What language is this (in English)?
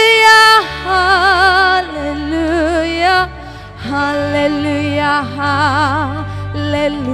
Naga Pidgin